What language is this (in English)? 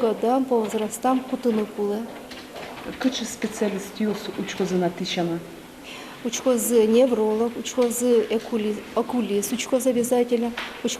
Udmurt